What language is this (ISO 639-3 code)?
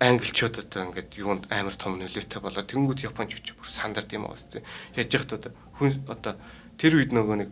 mon